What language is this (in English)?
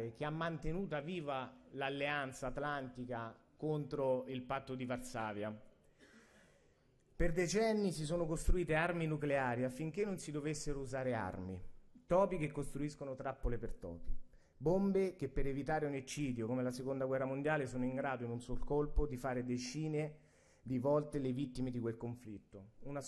Italian